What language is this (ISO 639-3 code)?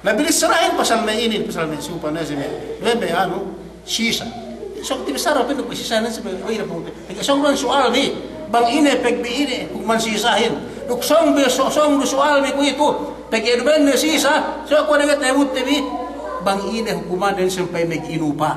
yka